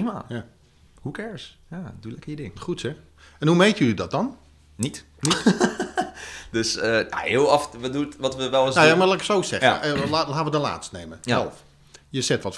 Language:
Dutch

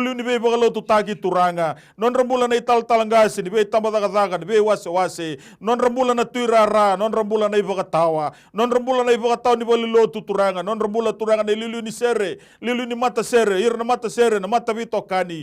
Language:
Fijian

